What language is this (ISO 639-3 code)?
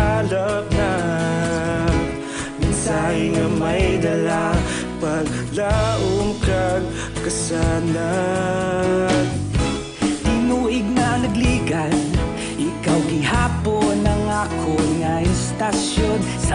hil